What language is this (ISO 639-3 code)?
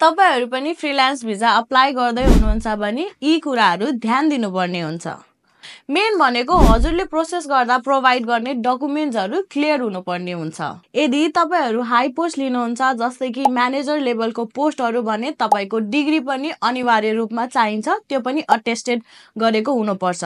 nep